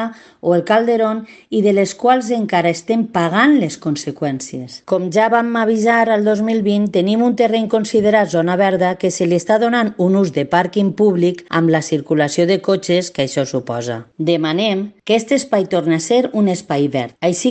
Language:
Catalan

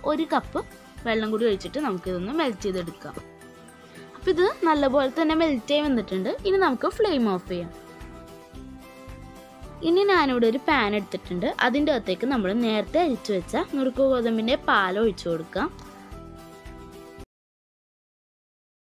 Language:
Malayalam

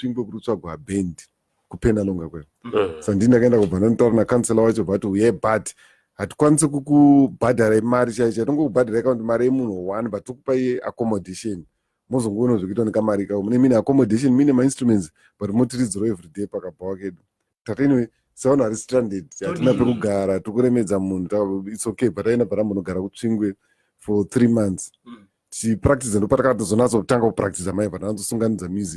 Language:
Shona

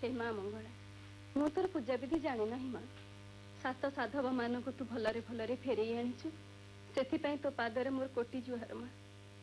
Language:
Odia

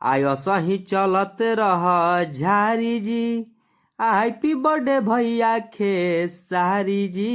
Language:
Bhojpuri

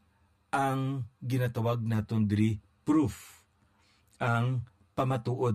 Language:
Hiligaynon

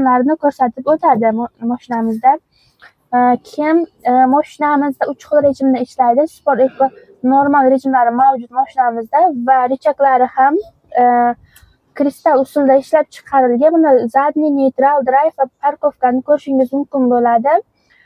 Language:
Uzbek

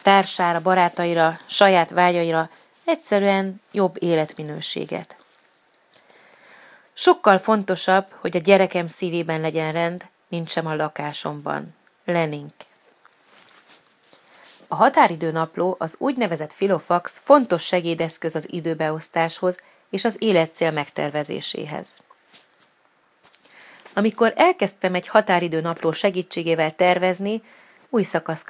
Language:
Hungarian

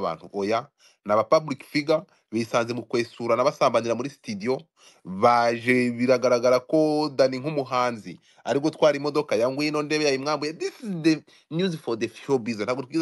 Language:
Kinyarwanda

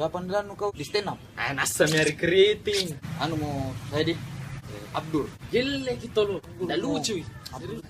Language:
Makassar Malay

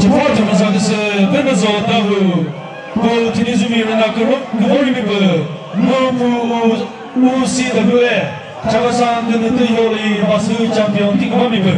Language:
Chokri Naga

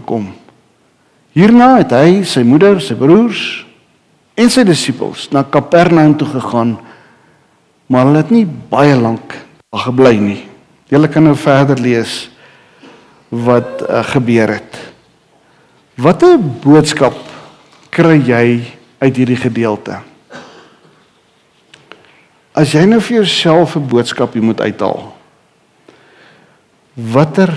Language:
Afrikaans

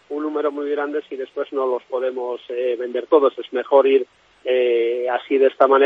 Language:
Spanish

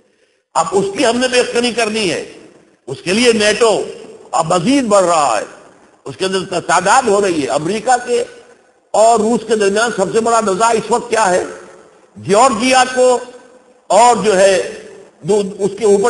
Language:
Urdu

